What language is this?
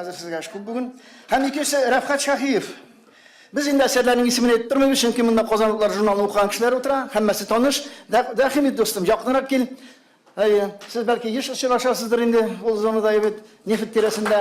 Tatar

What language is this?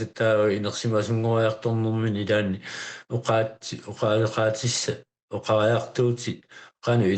Kalaallisut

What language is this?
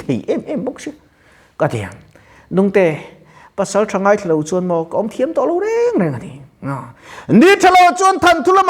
Mizo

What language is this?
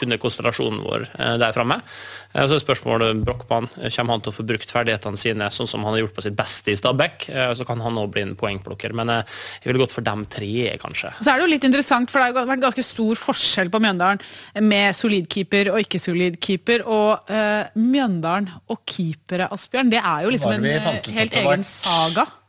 Norwegian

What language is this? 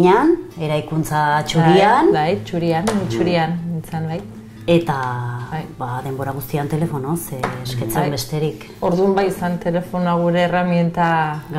Basque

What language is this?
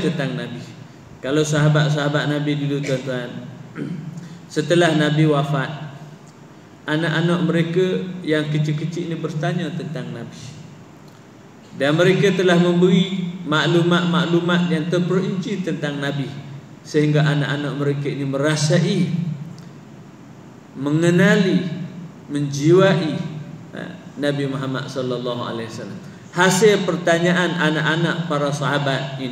Malay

